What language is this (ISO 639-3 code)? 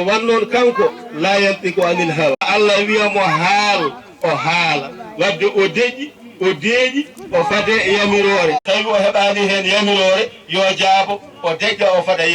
ful